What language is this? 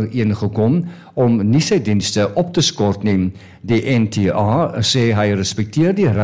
Afrikaans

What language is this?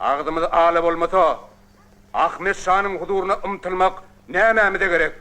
Turkmen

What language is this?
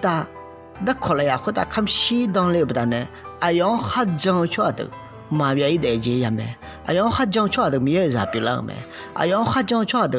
Akha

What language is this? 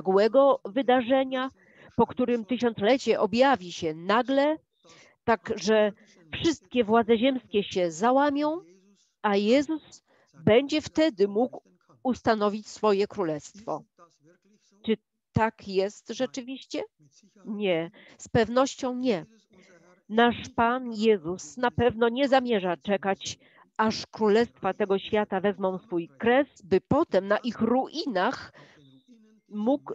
Polish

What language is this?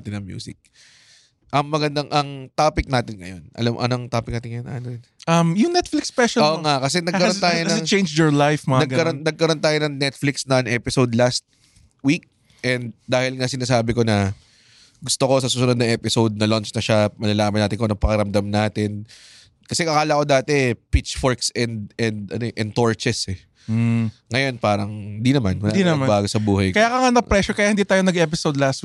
Filipino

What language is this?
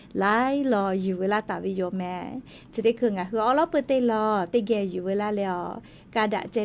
Lahu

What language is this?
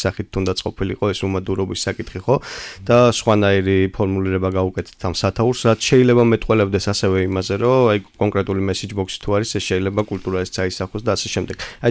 Georgian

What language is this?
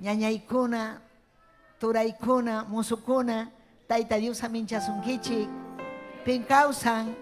Ayacucho Quechua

